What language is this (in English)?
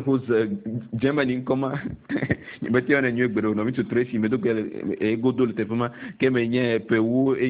Ewe